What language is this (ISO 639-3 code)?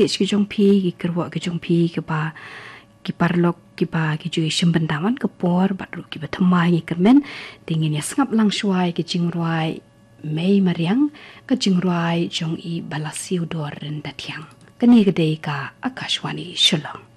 kha